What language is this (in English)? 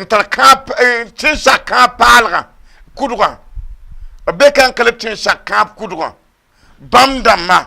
Mossi